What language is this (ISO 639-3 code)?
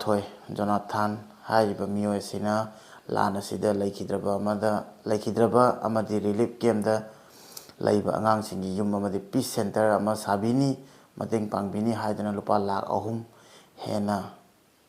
mni